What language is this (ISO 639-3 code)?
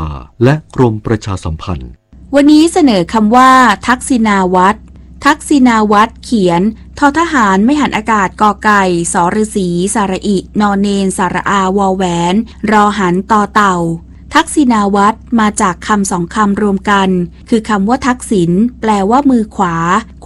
tha